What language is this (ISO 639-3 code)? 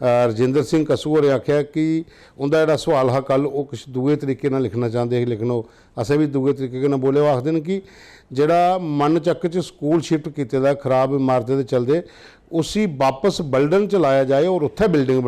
doi